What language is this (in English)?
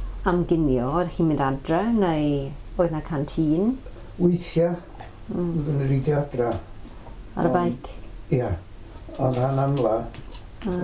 Welsh